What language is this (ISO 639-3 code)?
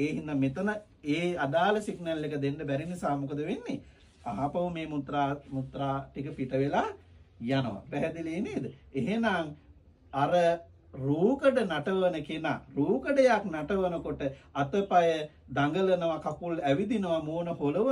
sin